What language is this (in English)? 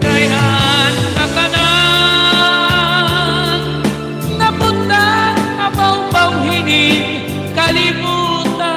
Waray